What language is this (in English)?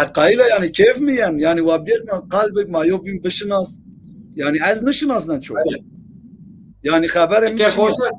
Zaza